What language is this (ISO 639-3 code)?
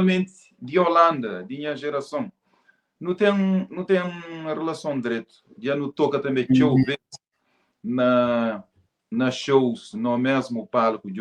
kea